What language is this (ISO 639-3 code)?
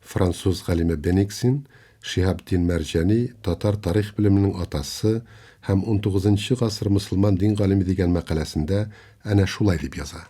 tat